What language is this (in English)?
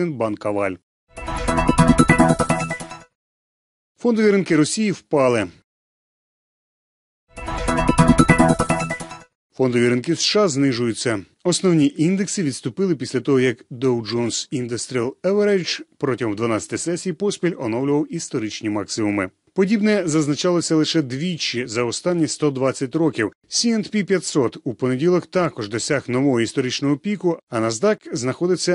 Ukrainian